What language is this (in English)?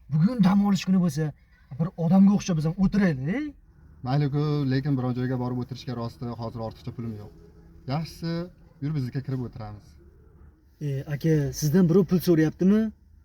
Uzbek